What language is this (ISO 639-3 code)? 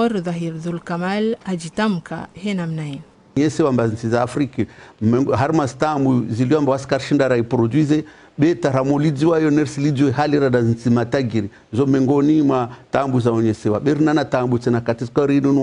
zdj